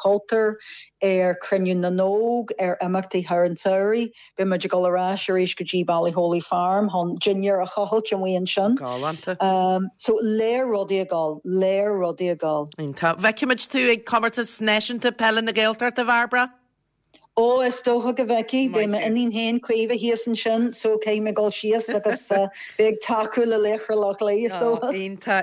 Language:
Irish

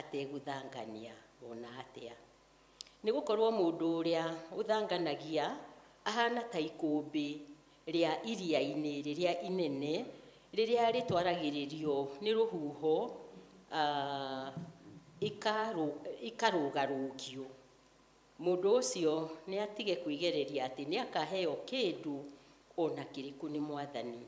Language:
Kikuyu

